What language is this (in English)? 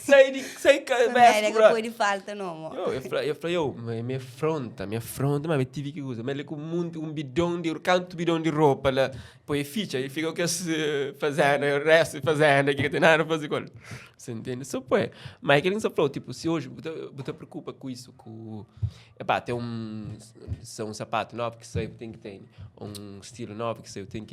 Kabuverdianu